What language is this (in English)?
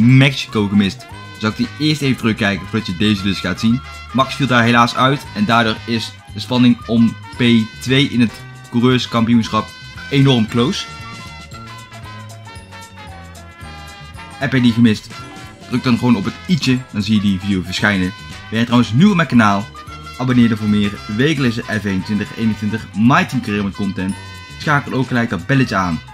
Dutch